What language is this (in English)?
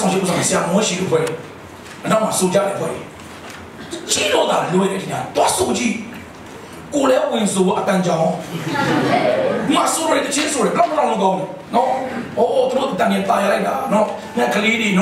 Burmese